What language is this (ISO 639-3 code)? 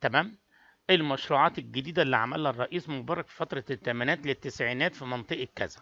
arz